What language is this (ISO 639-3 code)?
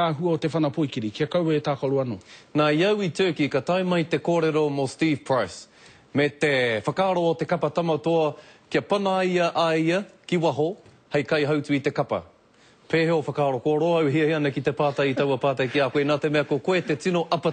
mri